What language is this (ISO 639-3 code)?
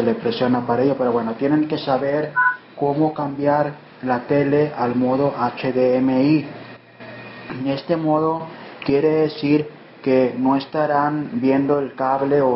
spa